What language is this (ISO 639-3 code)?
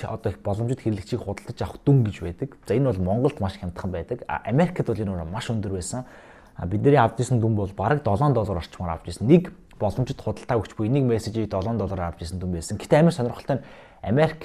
mon